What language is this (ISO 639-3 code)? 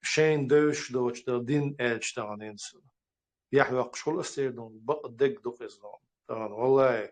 che